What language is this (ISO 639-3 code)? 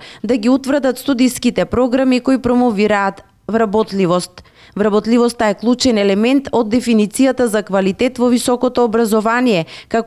mkd